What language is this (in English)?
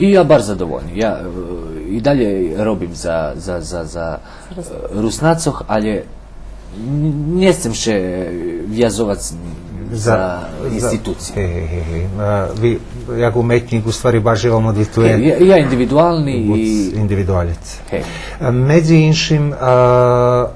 Rusyn